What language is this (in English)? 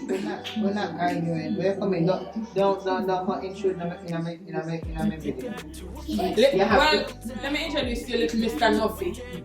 Jamaican Creole English